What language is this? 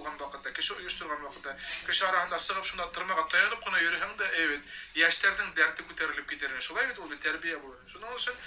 Bashkir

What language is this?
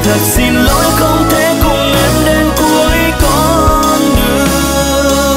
Vietnamese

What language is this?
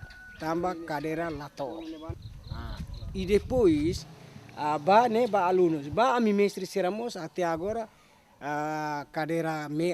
Tetum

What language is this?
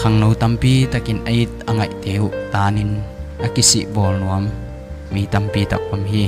Tedim Chin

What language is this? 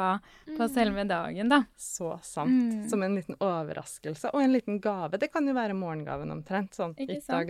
Norwegian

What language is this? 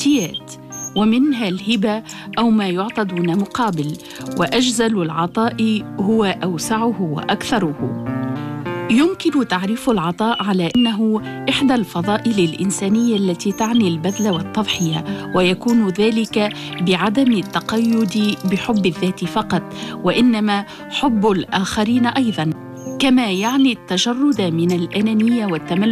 Tunisian Arabic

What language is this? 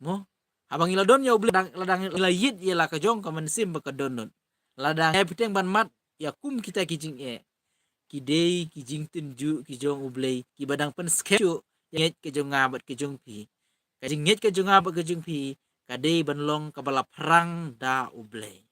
Khasi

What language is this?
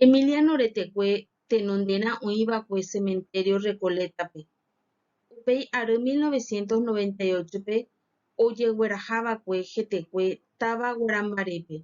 Guarani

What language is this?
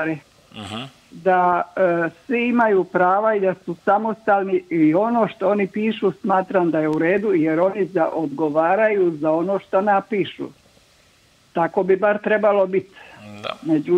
Croatian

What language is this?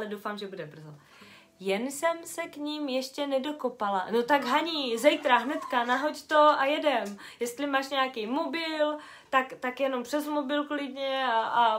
Czech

